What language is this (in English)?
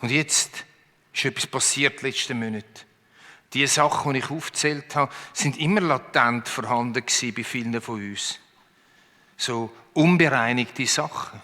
Swiss German